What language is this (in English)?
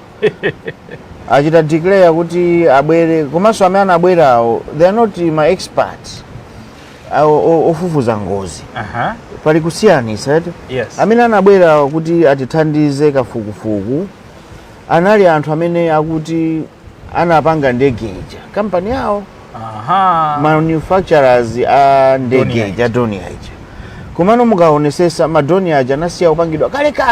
Nyanja